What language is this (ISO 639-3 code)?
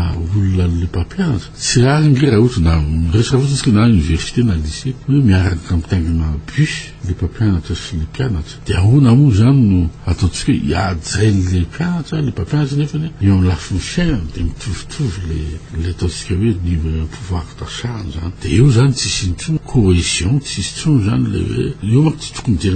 mlg